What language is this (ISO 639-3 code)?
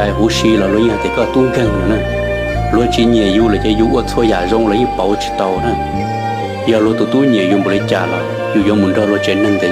hmn